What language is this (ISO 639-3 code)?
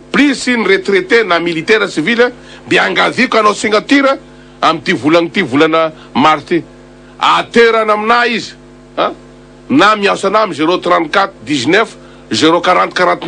mlg